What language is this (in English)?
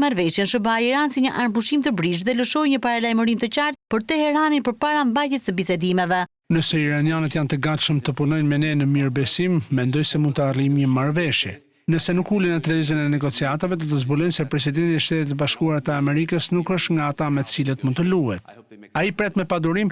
Albanian